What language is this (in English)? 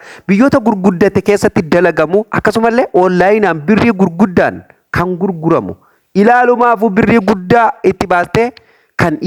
Oromo